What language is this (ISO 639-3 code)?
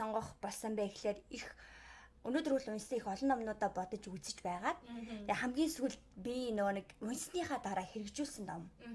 mon